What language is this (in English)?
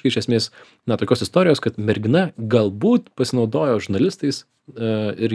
Lithuanian